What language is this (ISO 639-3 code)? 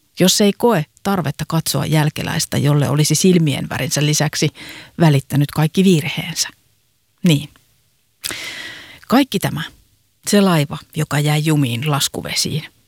fin